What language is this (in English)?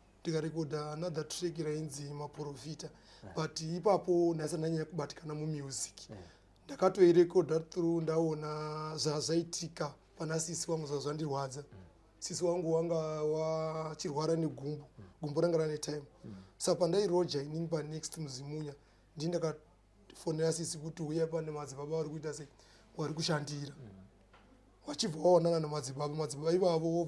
Shona